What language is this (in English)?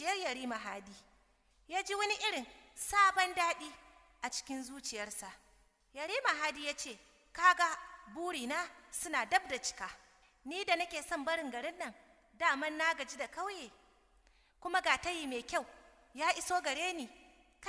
Hausa